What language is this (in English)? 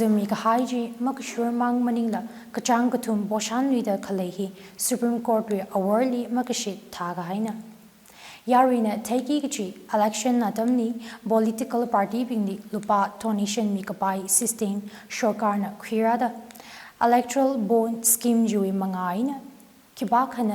Tangkhul Naga (India)